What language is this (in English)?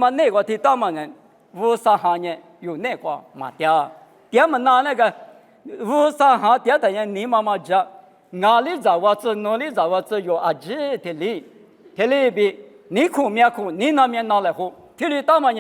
Lisu